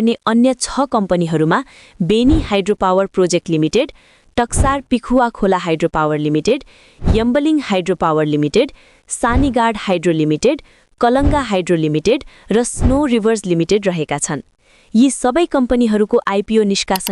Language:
Nepali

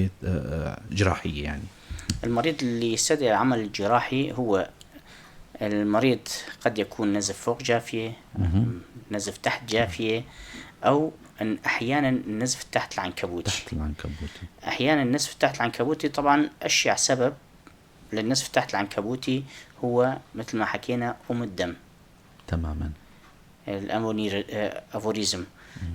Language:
North Levantine Arabic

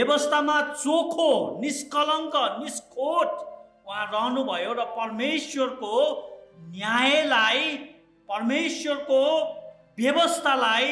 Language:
Nepali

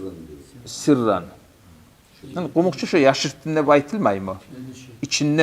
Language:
Kumyk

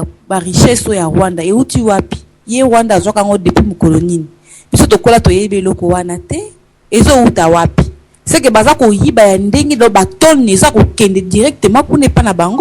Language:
Lingala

